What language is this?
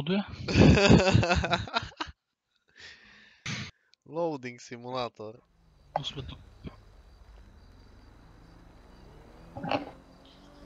Slovak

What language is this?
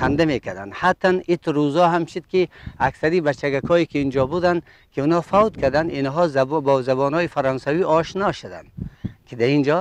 Persian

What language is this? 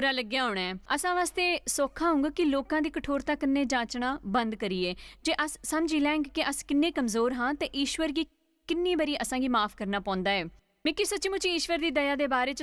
Dogri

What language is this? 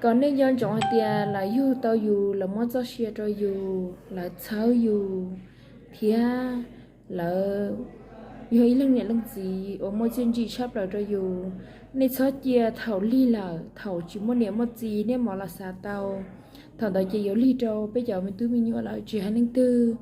Hmong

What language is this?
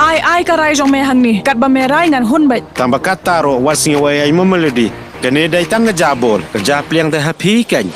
Khasi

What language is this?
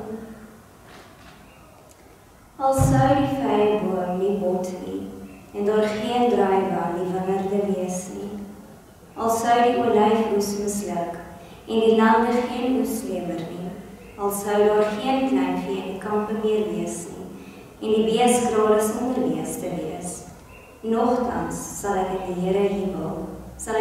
Afrikaans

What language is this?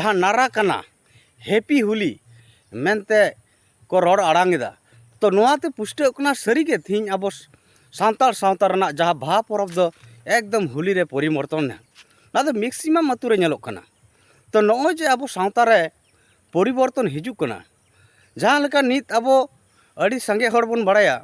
Santali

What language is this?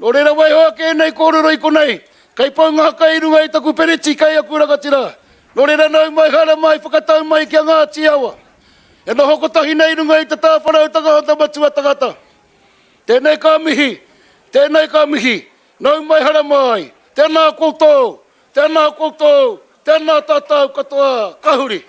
Māori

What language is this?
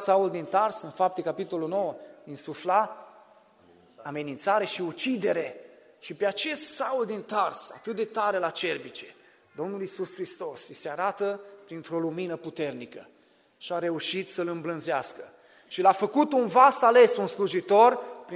Romanian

